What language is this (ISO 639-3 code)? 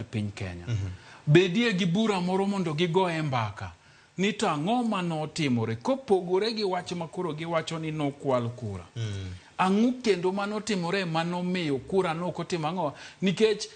luo